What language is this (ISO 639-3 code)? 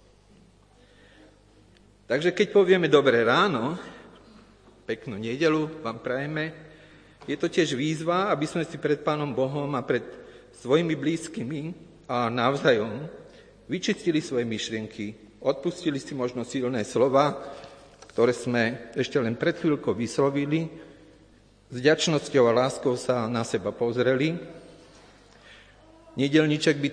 slk